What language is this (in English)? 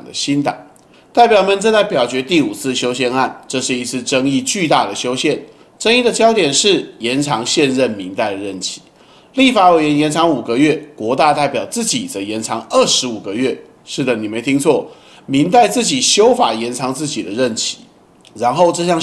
Chinese